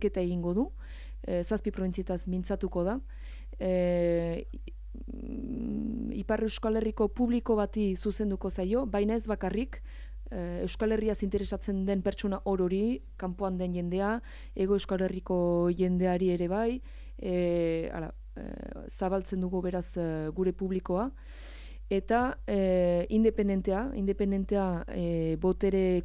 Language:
Basque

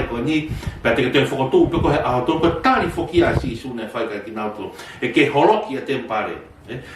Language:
Tongan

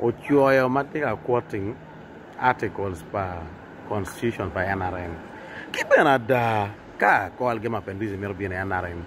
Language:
Acoli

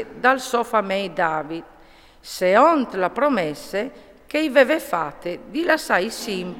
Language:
Friulian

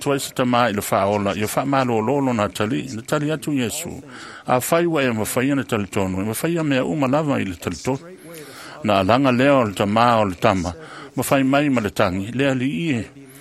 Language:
Samoan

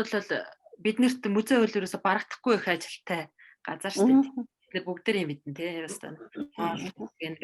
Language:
Mongolian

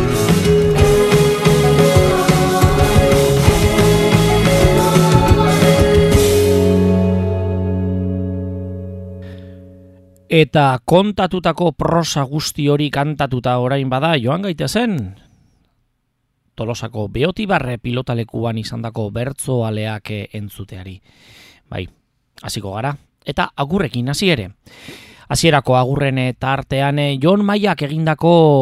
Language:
Basque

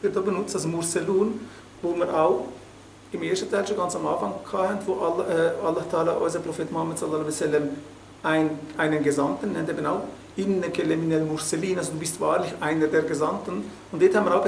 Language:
Swiss German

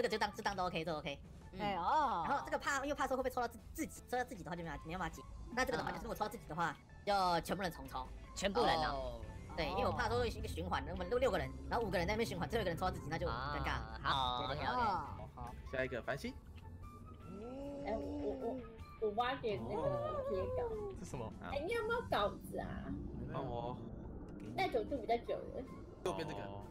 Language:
Chinese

